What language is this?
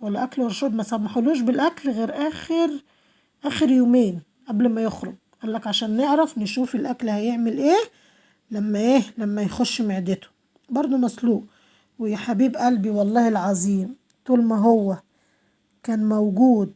Egyptian Arabic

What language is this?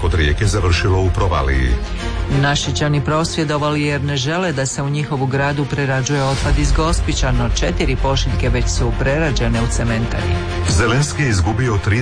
Croatian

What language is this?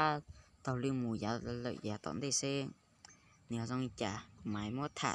Hmong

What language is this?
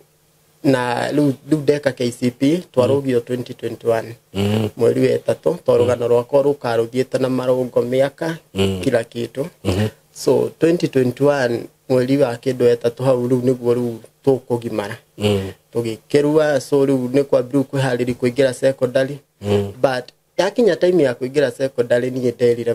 Kikuyu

